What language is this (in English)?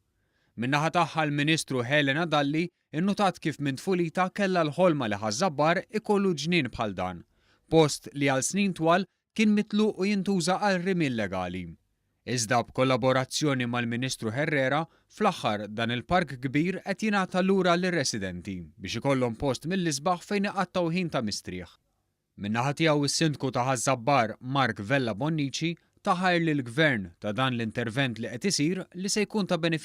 Maltese